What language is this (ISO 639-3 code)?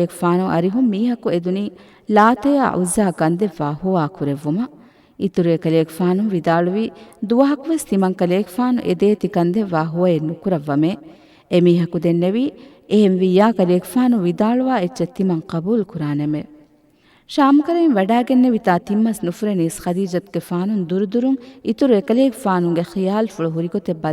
div